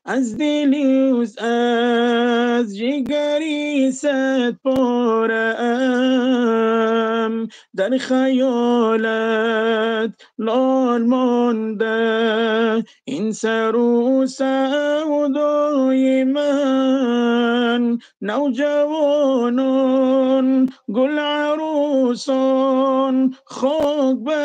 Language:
Tajik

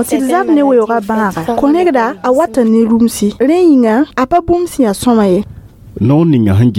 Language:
Mossi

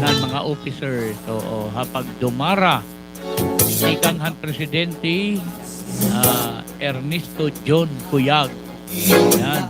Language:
Waray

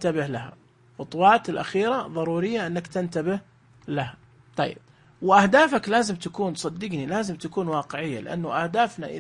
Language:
Najdi Arabic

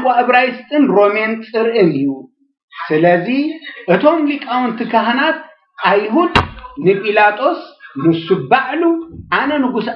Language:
Tigrinya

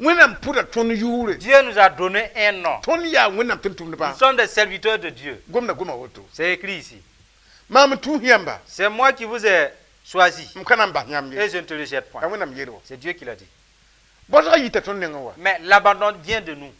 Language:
Mossi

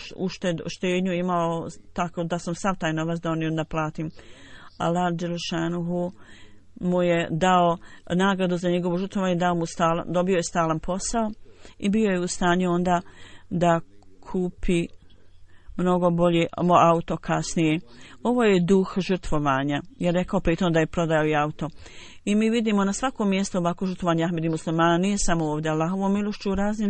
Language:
Bosnian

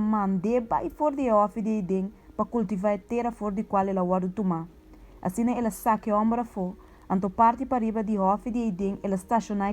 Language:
Papiamento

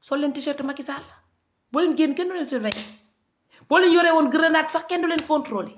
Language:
Wolof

